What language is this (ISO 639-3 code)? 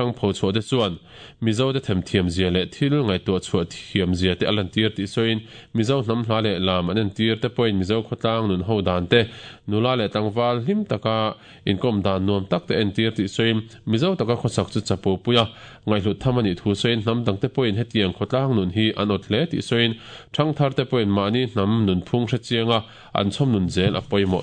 lus